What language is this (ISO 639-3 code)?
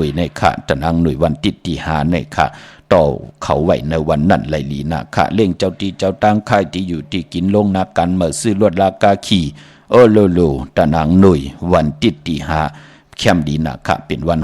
shn